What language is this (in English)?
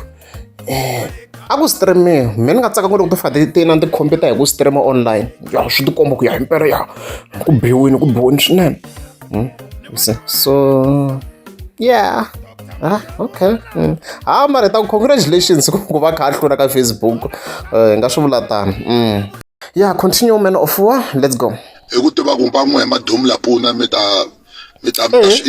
Tsonga